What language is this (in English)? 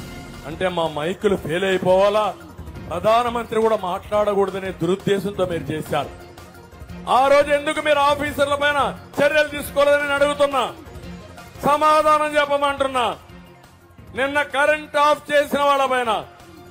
Telugu